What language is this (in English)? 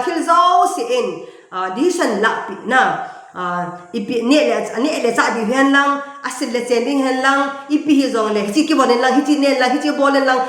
Thado Chin